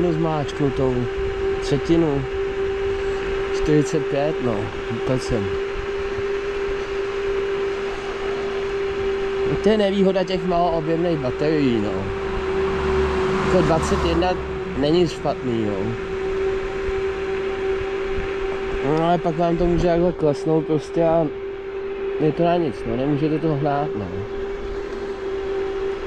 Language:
Czech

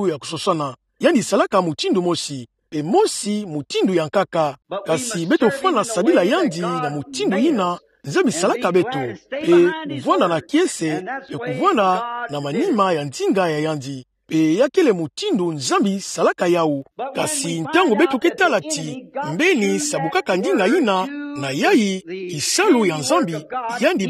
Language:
Kituba (Democratic Republic of Congo)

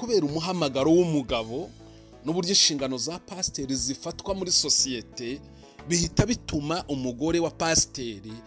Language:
Kinyarwanda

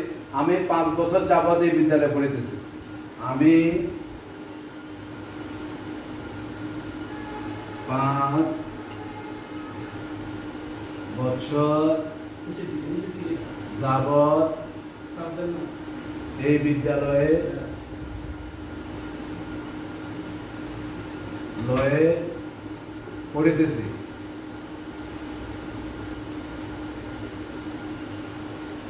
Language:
Bangla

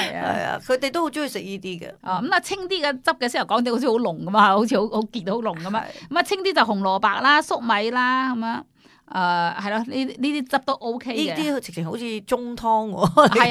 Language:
Cantonese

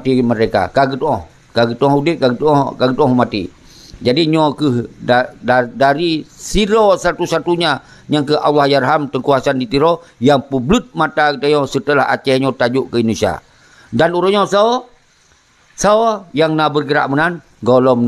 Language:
Achinese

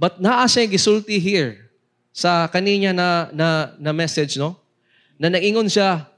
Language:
Cebuano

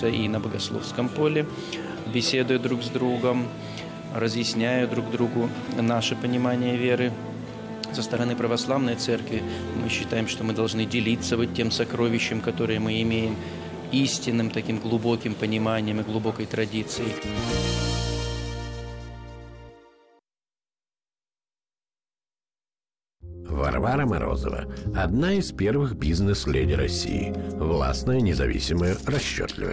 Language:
Russian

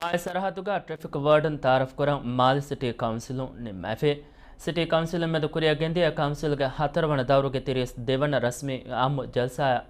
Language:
Divehi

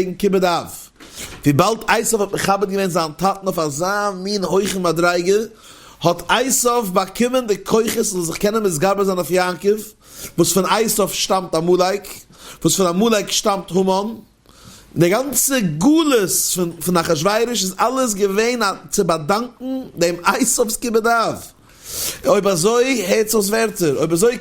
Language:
Yiddish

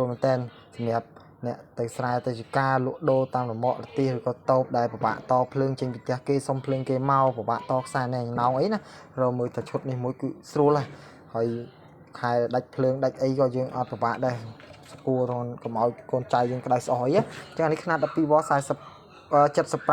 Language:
Khmer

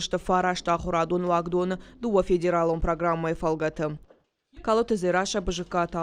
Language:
Ossetic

